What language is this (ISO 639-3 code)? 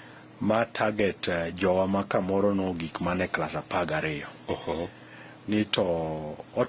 luo